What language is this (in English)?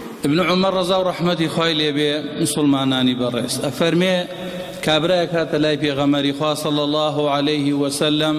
Central Kurdish